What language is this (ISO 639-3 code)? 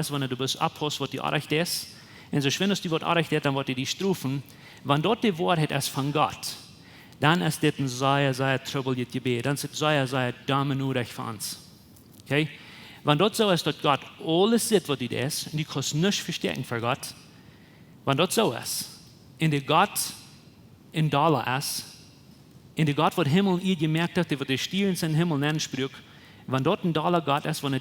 pdt